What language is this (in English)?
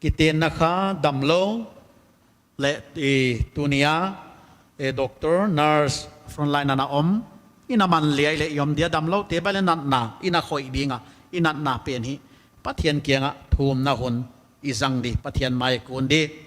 Paite Chin